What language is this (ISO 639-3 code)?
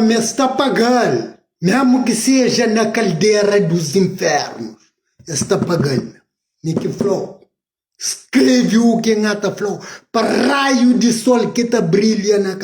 kea